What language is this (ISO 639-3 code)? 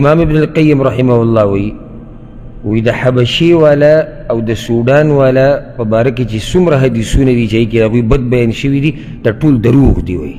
pus